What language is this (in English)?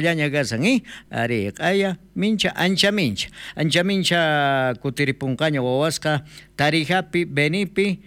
South Bolivian Quechua